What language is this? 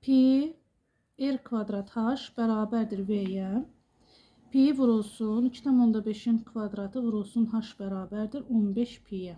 Azerbaijani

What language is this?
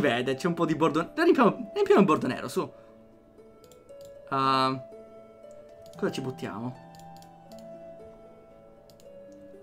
Italian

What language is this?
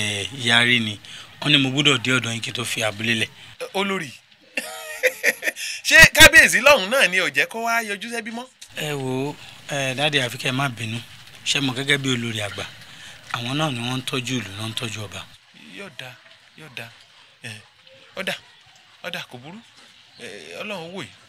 Yoruba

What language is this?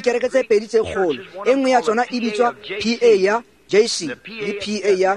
Tswana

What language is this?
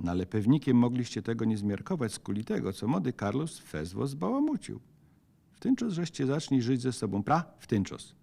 Silesian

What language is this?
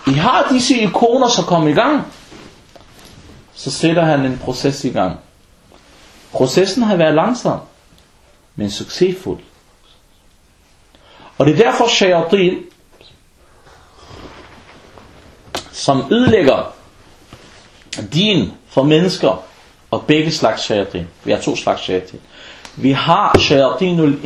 Danish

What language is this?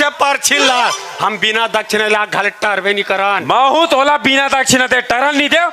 Chhattisgarhi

